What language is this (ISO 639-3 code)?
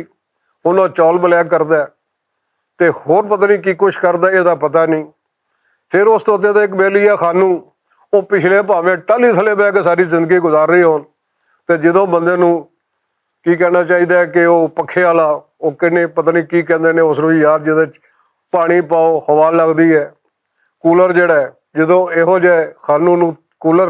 lah